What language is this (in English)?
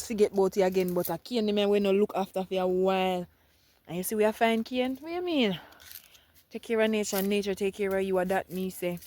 Jamaican Creole English